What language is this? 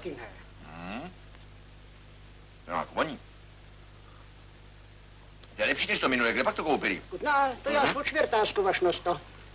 Czech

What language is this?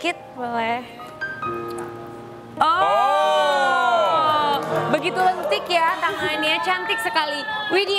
Indonesian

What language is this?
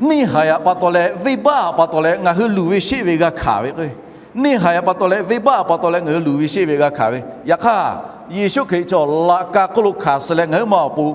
Lahu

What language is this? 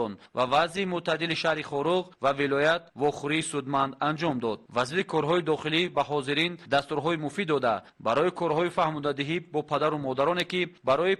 Tajik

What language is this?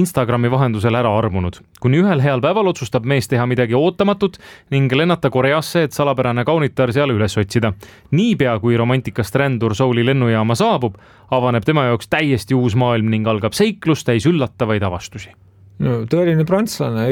Estonian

